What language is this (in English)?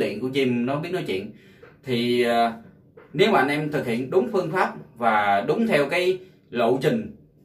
Vietnamese